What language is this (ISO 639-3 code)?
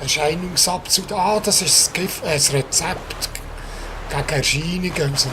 gsw